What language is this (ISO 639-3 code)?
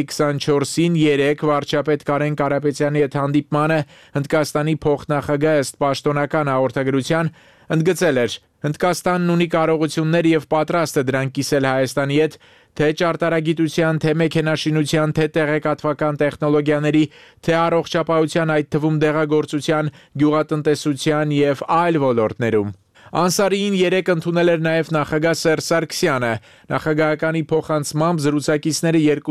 hye